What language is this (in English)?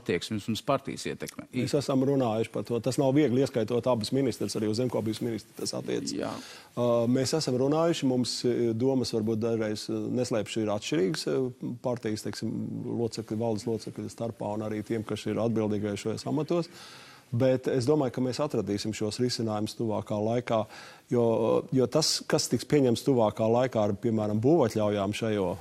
Latvian